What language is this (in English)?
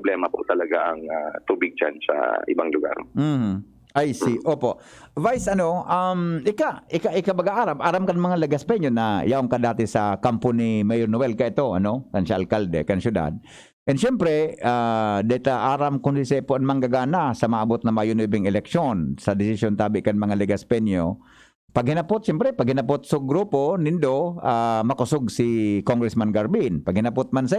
Bikol